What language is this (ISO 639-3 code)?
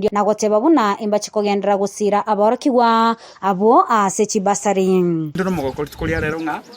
guz